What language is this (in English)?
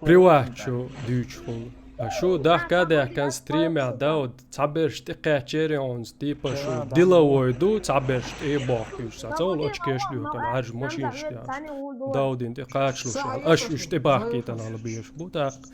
Chechen